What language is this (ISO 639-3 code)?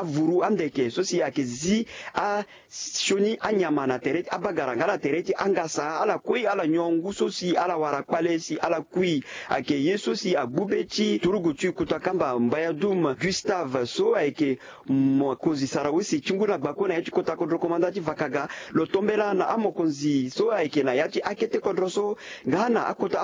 sag